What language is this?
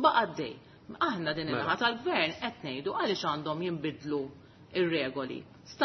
Maltese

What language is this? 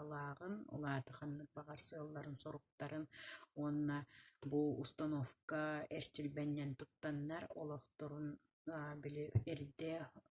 Yakut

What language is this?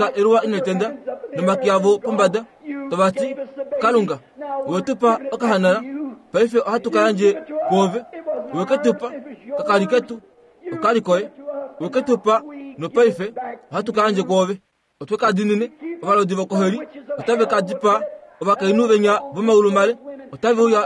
Kuanyama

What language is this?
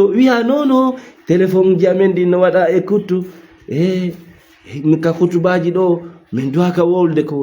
Fula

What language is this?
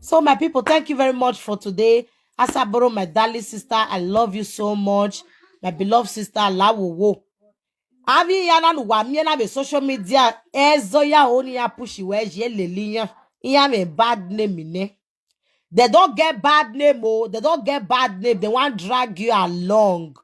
Nigerian Pidgin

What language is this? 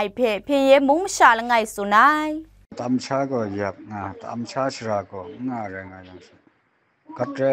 Kachin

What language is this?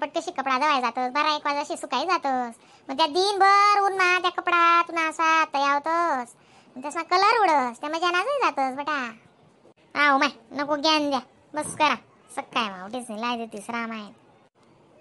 Khandesi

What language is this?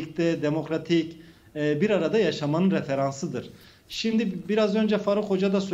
Turkish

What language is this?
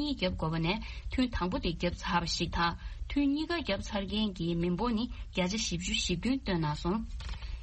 Tibetan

